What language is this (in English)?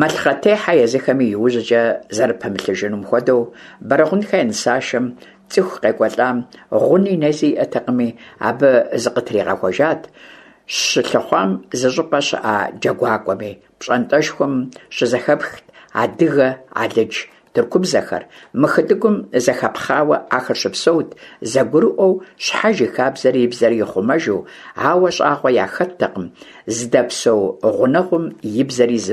Kabardian